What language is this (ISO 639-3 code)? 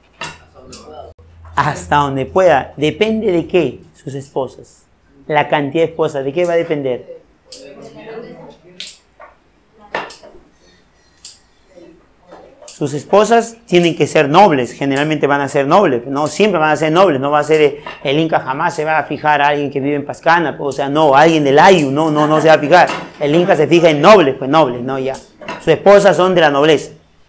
spa